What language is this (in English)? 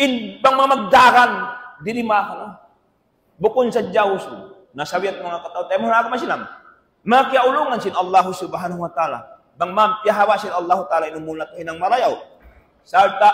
Tausug